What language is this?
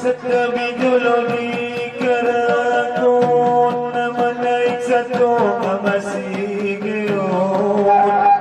Batak Angkola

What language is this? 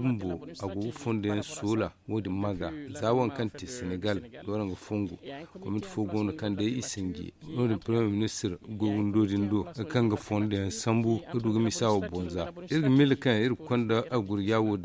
Zarma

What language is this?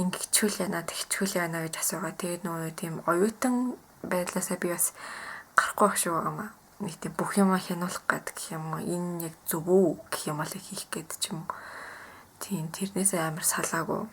Mongolian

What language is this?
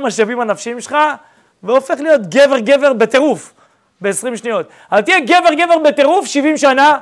Hebrew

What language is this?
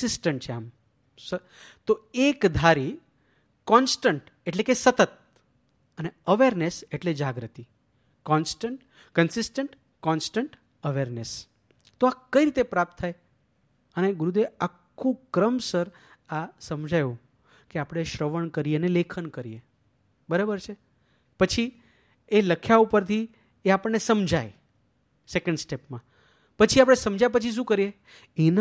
Gujarati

